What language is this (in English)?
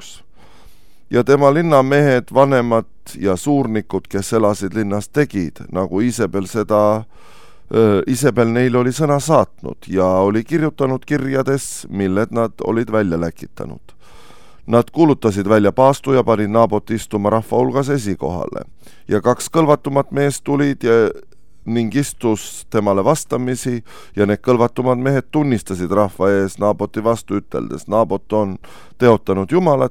Estonian